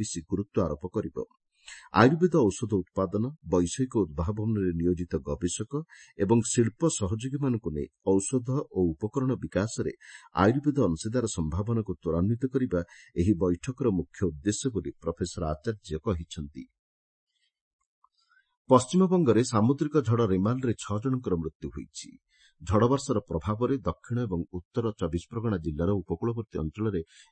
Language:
Odia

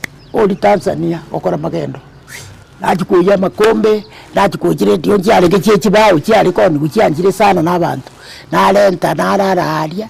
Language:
Gusii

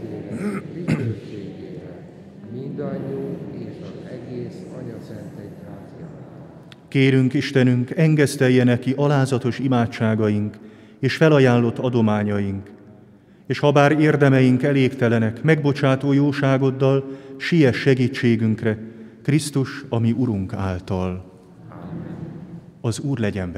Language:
Hungarian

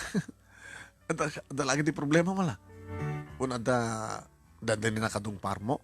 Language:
Iloko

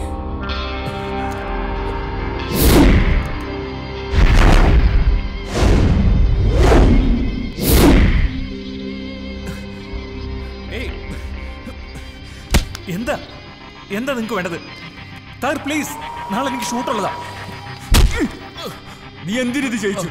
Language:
Malayalam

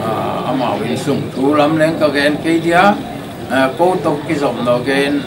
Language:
Paite Chin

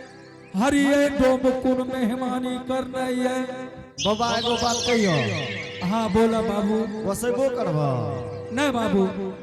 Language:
Angika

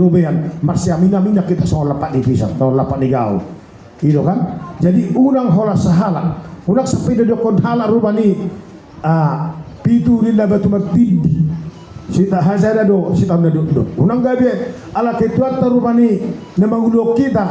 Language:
Batak Toba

